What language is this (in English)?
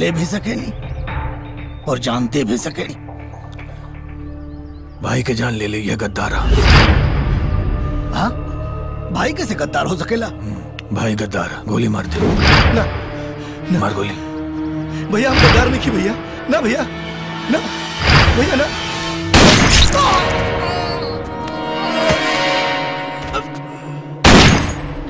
Bhojpuri